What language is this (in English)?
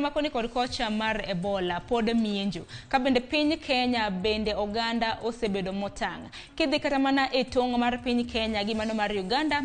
Luo (Kenya and Tanzania)